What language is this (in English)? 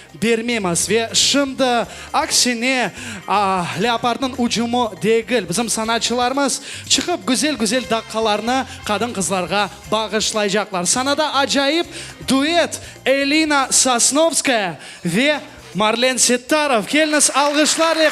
Crimean Tatar